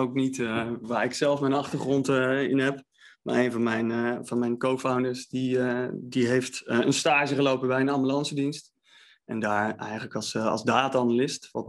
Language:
Dutch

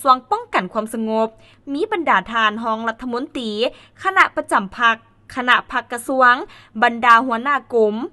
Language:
Lao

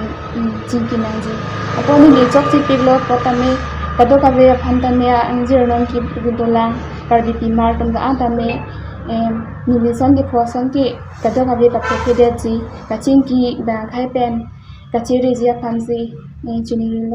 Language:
Karbi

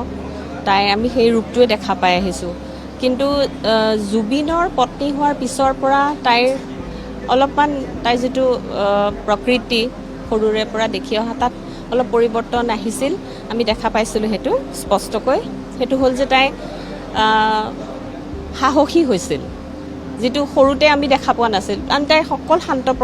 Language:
Assamese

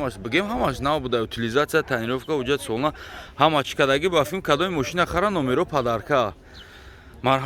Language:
Tajik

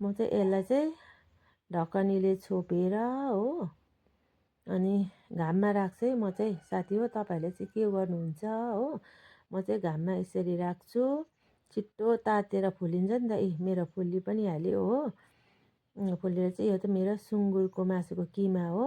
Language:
Nepali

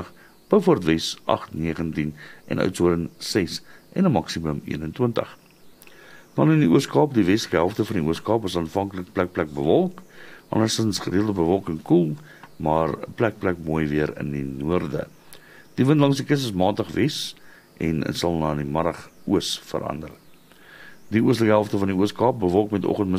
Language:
Afrikaans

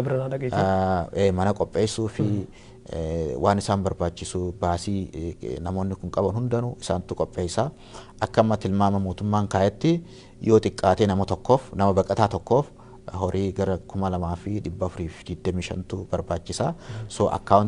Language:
Oromo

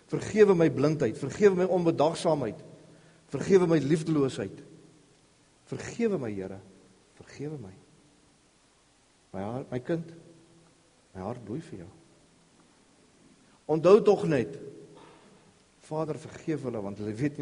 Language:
Afrikaans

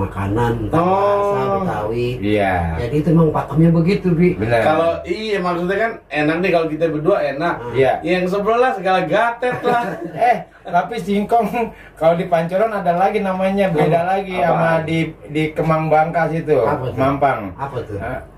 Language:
Betawi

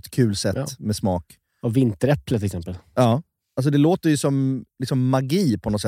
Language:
Swedish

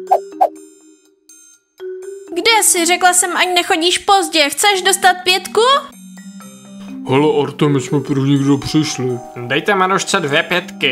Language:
Czech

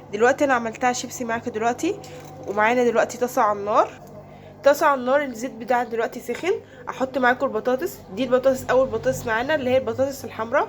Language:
Egyptian Arabic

